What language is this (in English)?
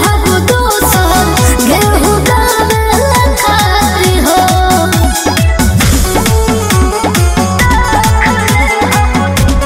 Bhojpuri